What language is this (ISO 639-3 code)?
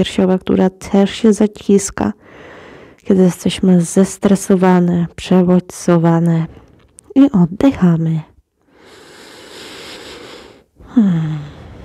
pol